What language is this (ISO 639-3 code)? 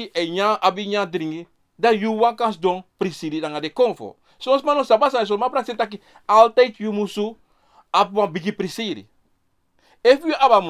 srn